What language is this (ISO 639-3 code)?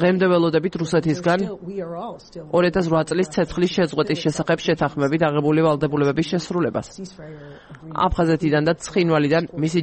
kat